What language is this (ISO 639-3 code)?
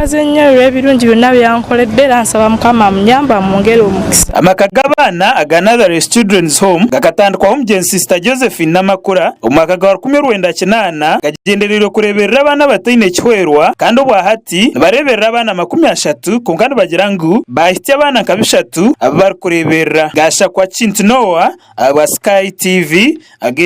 nyn